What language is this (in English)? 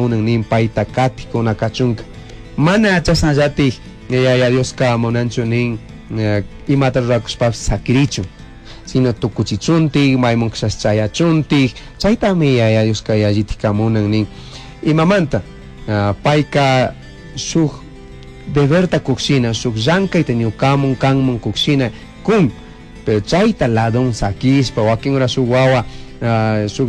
Chimborazo Highland Quichua